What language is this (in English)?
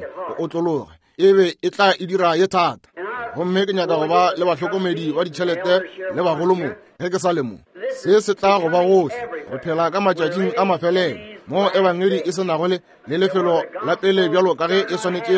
Northern Sotho